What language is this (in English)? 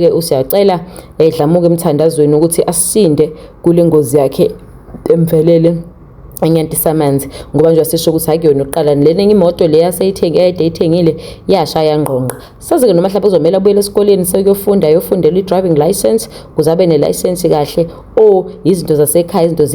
Zulu